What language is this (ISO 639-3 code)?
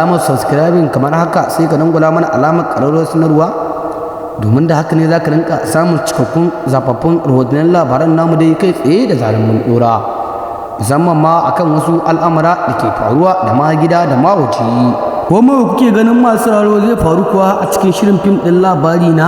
hau